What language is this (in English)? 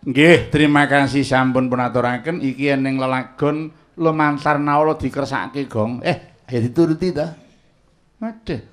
Javanese